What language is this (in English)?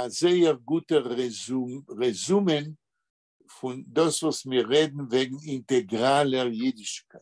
Yiddish